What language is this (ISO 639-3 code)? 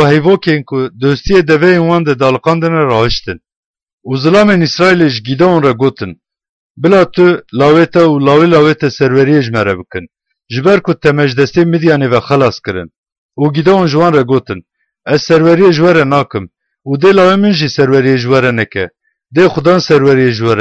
kur